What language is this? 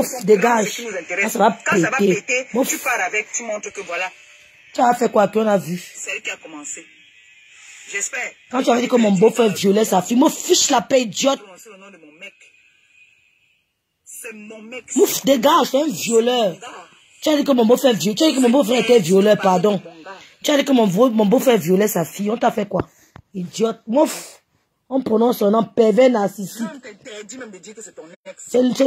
French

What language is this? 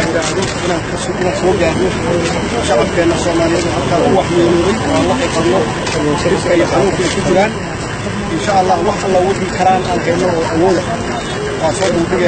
Somali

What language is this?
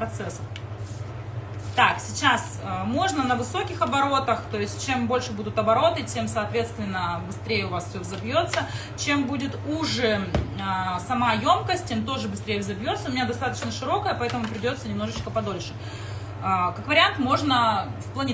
Russian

